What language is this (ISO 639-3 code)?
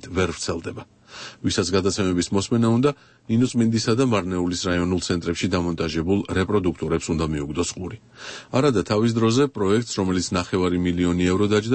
kat